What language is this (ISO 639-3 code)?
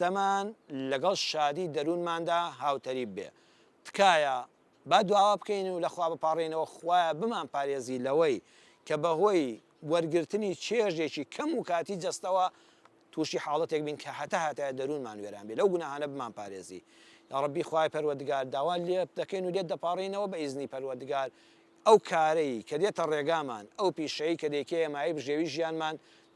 ckb